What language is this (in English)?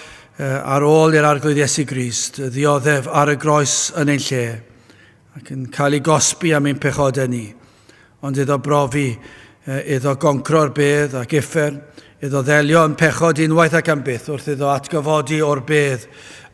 Welsh